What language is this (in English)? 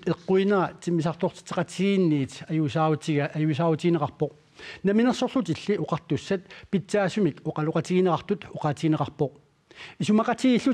Kalaallisut